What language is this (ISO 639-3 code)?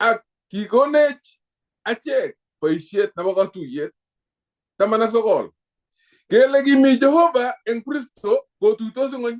kln